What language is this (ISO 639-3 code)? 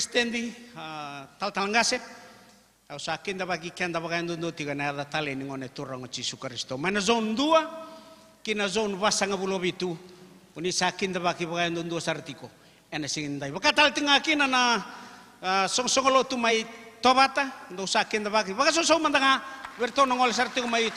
fij